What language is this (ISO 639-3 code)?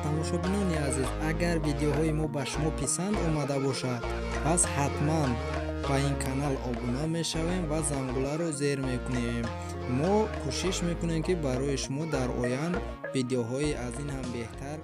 tgk